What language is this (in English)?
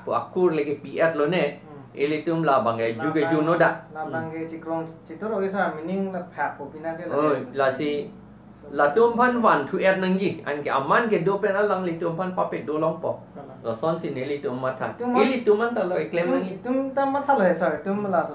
Karbi